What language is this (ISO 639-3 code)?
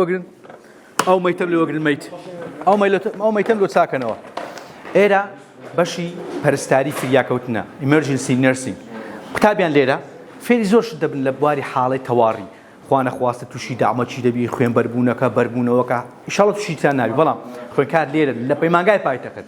ckb